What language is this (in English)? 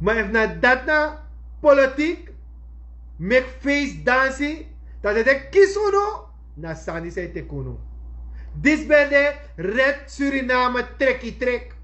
Sranan Tongo